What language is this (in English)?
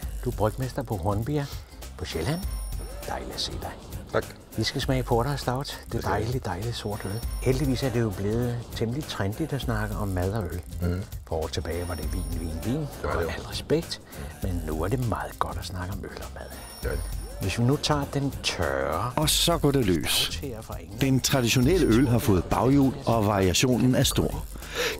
Danish